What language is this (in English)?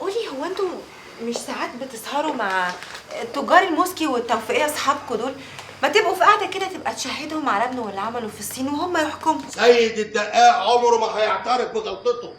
Egyptian Arabic